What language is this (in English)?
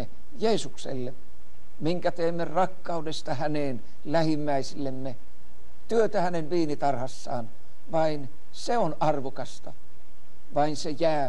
Finnish